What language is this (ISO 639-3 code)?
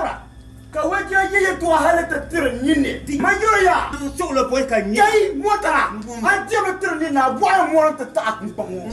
dag